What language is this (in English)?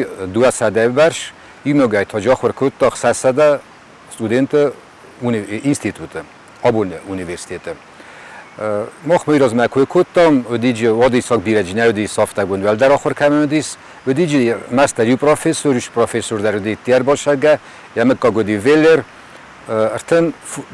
Ossetic